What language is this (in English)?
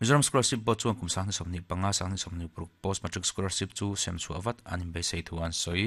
Mizo